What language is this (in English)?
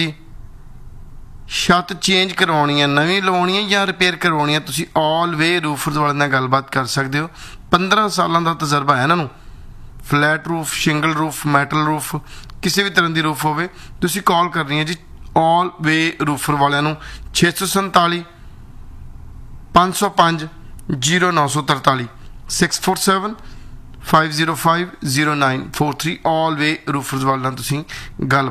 Punjabi